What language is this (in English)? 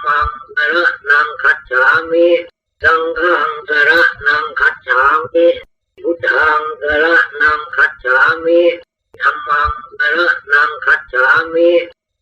Pali